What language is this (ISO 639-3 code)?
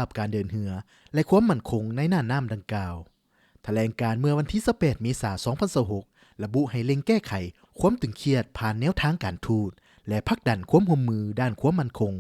lao